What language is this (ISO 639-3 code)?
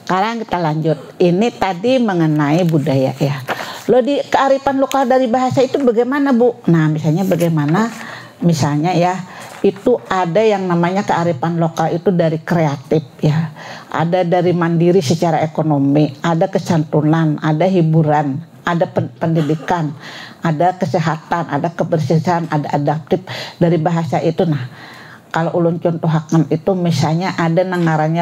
bjn